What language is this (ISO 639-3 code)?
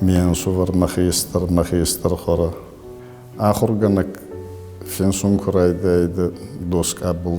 oss